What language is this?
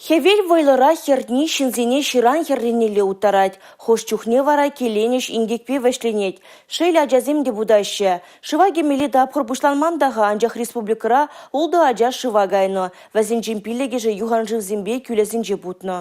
Chuvash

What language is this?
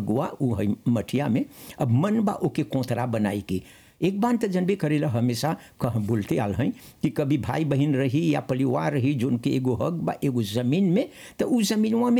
Bhojpuri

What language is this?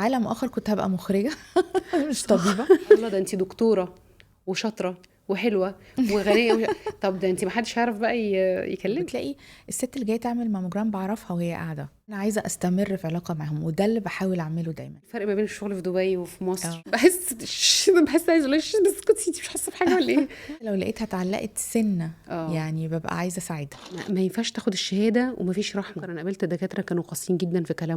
Egyptian Arabic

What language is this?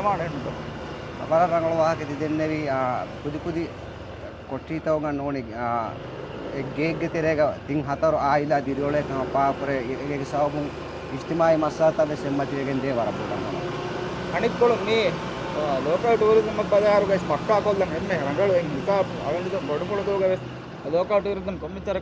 Divehi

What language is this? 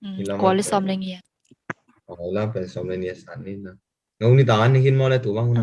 Tedim Chin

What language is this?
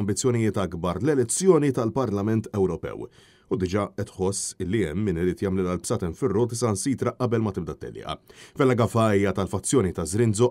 Maltese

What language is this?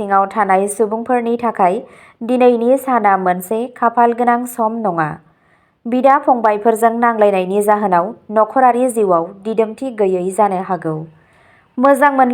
Bodo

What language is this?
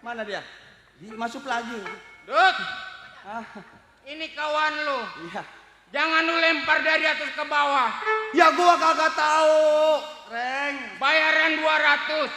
Betawi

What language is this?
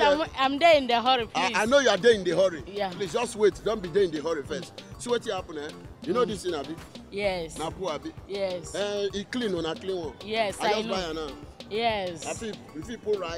Nigerian Pidgin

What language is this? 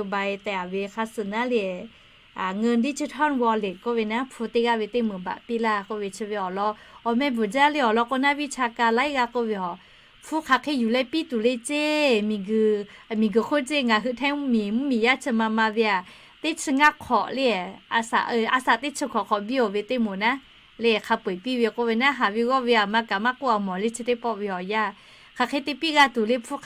Lahu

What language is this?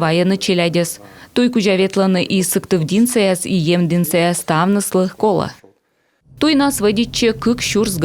Komi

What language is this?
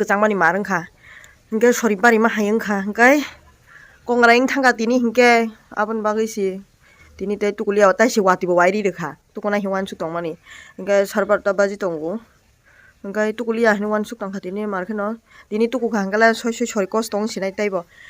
Kok Borok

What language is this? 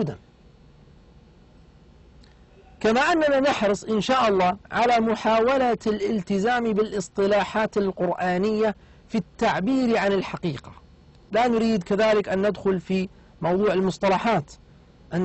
Arabic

